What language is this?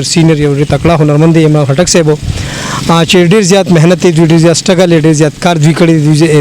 Pashto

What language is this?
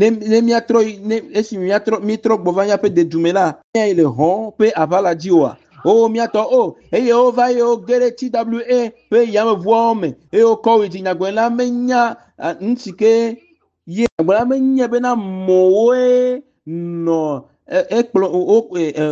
Ewe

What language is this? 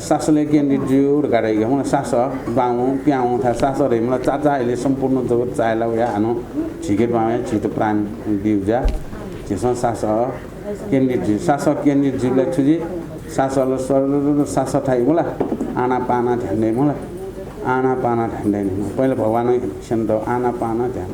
Newari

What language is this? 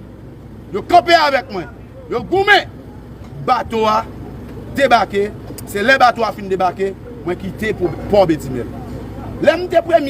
Haitian Creole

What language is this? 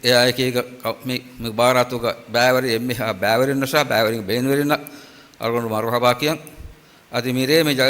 Divehi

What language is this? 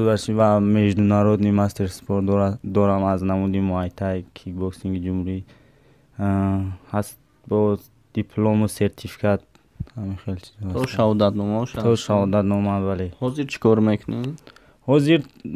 Tajik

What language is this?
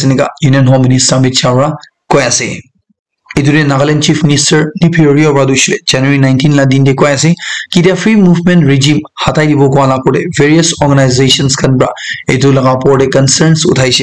Naga Pidgin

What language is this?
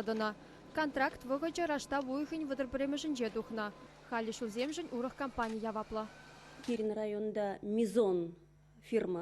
Chuvash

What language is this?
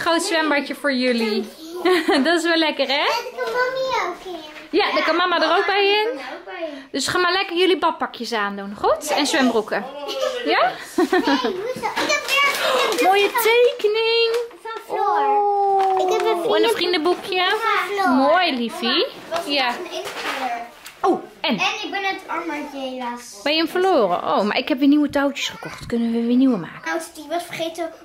Dutch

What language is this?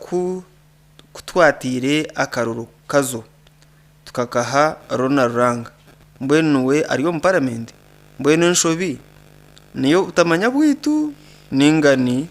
Nyankole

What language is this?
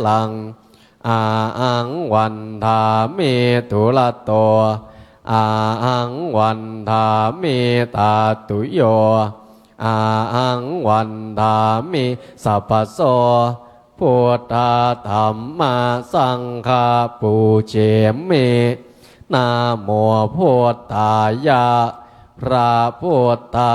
Pali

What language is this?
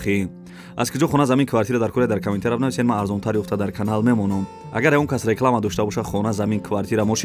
Tajik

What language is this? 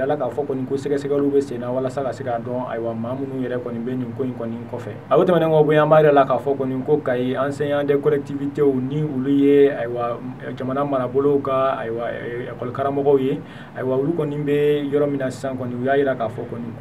Bambara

